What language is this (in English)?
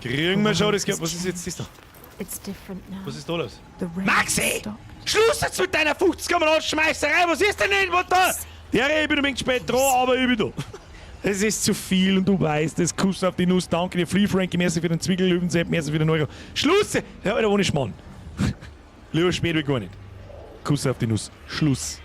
Bavarian